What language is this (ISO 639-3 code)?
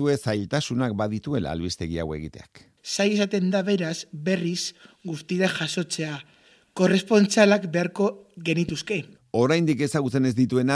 eus